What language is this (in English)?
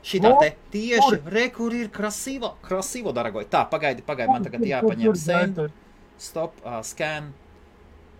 Latvian